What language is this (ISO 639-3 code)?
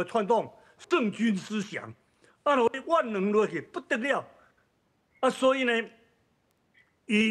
nan